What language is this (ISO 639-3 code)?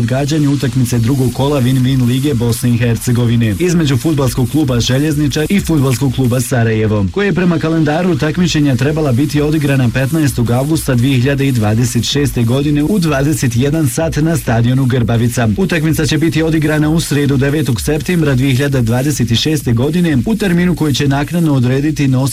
bos